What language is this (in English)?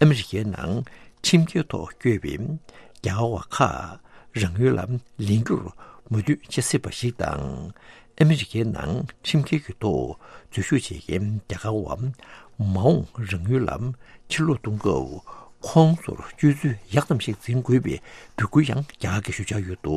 Tibetan